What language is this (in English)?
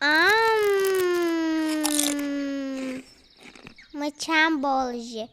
Ingush